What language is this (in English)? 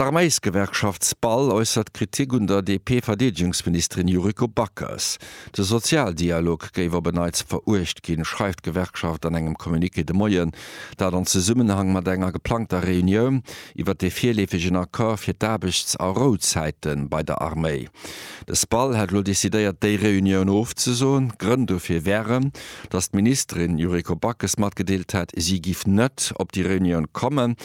Luxembourgish